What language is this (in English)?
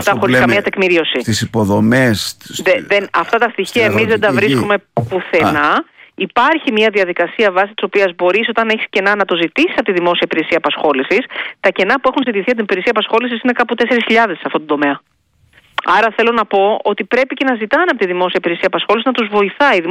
Greek